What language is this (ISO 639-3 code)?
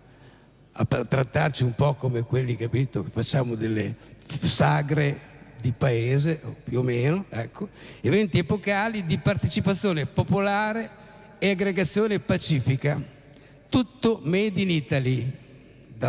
ita